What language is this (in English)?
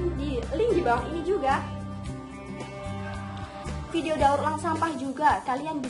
Indonesian